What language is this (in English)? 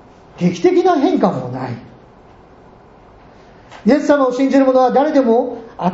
Japanese